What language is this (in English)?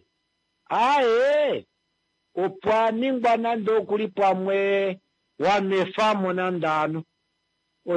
Kuanyama